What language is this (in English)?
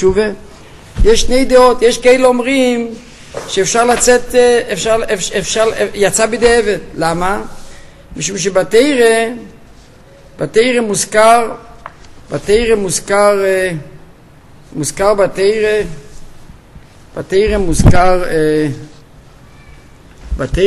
Hebrew